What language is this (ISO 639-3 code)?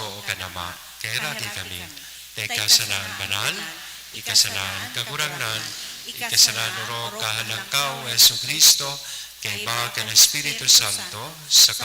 bik